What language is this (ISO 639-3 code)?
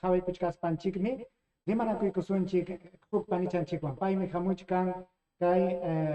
quy